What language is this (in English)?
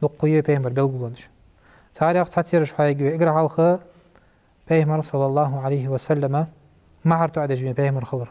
Ingush